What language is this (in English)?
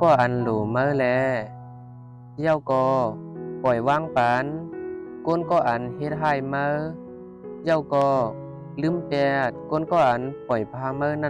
Shan